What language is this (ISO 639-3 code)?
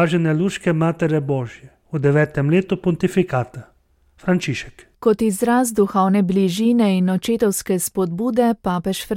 slv